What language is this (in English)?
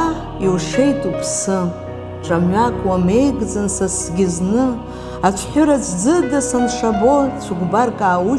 Abkhazian